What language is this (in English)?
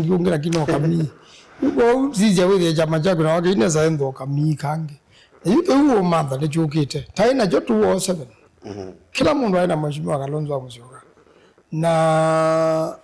Kamba